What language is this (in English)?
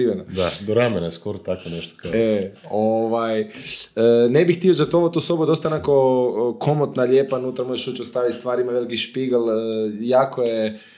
Croatian